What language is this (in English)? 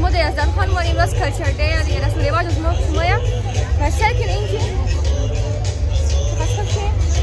Persian